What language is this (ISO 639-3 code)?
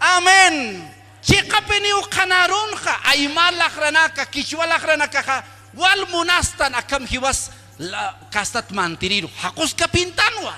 aym